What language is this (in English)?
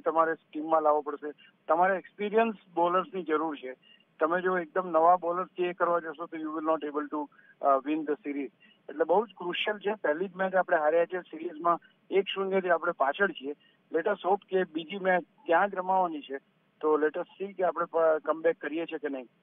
Gujarati